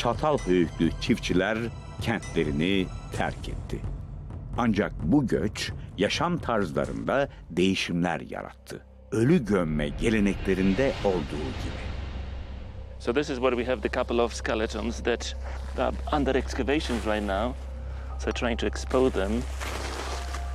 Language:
Turkish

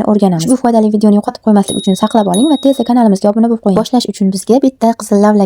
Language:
Uzbek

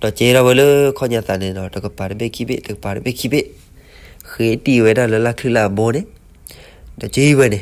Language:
S'gaw Karen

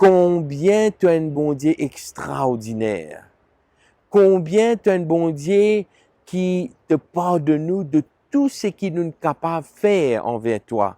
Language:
Morisyen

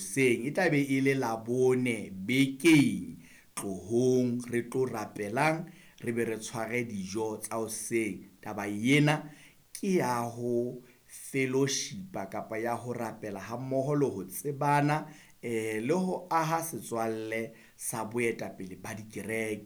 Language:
Southern Sotho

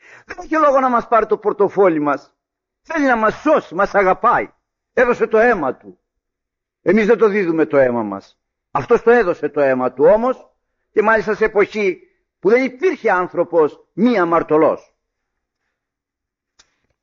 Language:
Greek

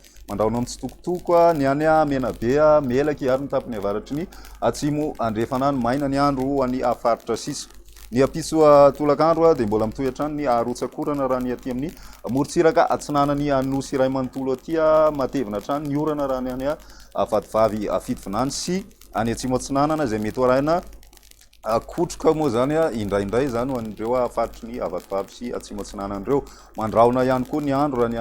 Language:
Malagasy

